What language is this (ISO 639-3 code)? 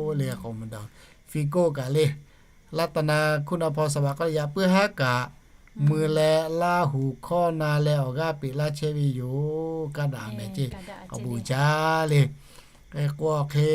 lhu